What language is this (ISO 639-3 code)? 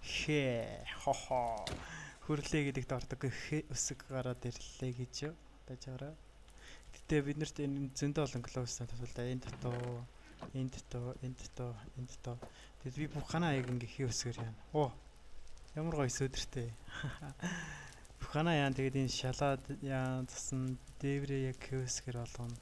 mon